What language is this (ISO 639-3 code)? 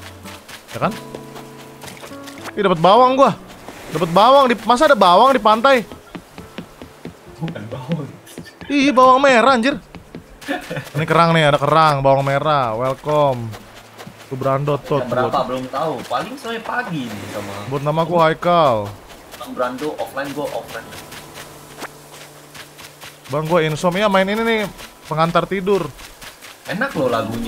ind